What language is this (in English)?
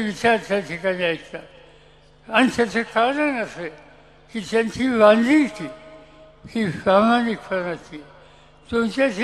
Marathi